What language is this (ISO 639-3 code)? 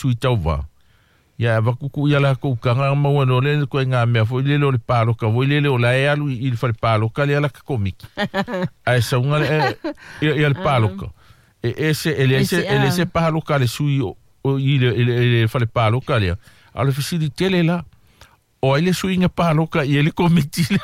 smo